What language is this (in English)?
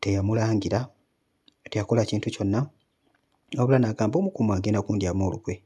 Ganda